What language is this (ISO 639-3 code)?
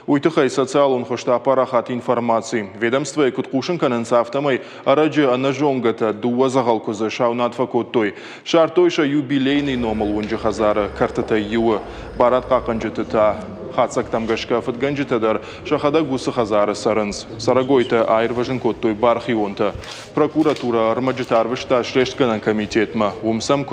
oss